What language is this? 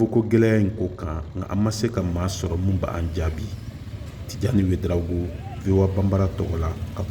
Bambara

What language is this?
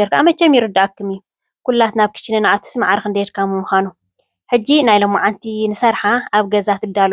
Tigrinya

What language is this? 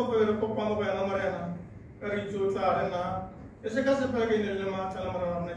Tswana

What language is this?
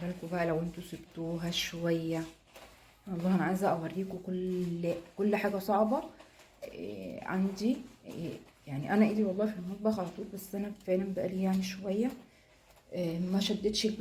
Egyptian Arabic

